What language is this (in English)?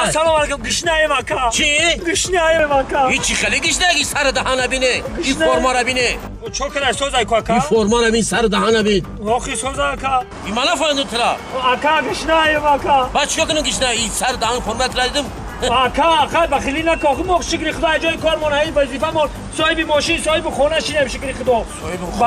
Tajik